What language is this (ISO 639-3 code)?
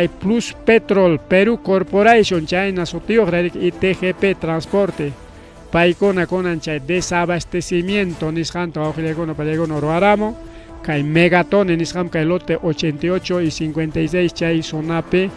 quy